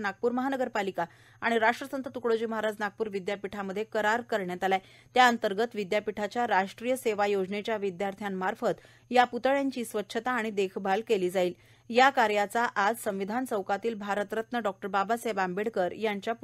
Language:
Marathi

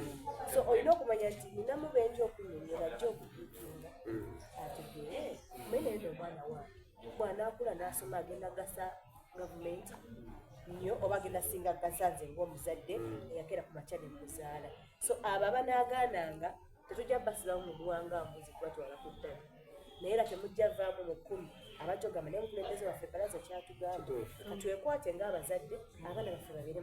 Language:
Soga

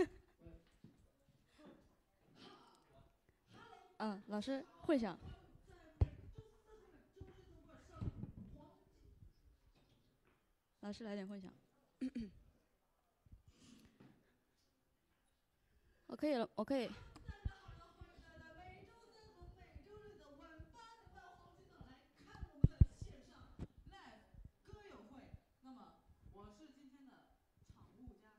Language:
Chinese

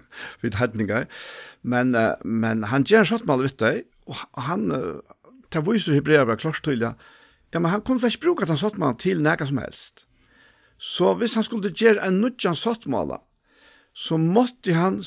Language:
Faroese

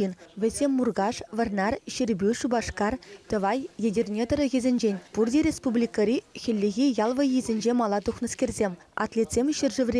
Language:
Chuvash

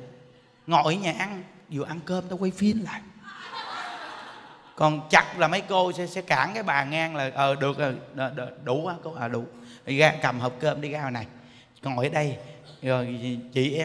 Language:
Vietnamese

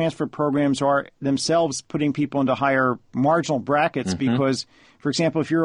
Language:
English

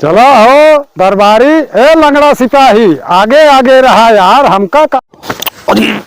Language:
Awadhi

